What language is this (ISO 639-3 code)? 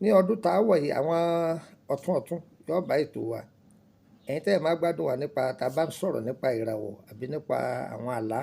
yor